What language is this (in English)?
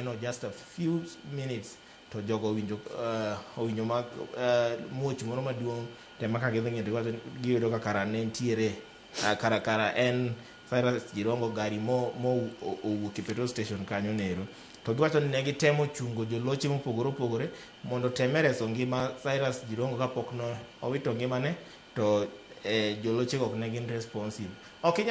Luo (Kenya and Tanzania)